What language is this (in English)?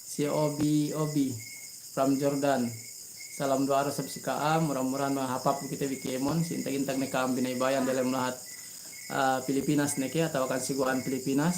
Yakan